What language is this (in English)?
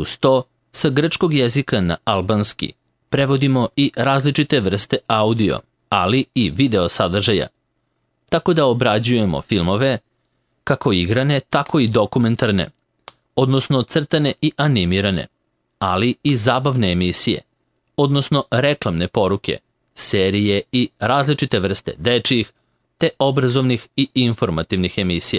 Serbian